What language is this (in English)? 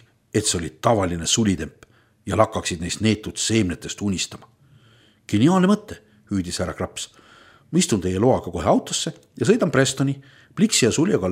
Estonian